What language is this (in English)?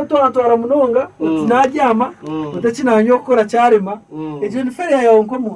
Nyankole